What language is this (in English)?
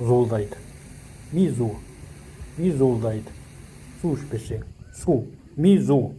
Kazakh